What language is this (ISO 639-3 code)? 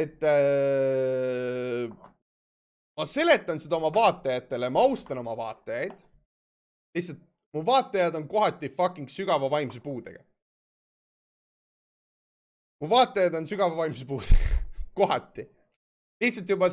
est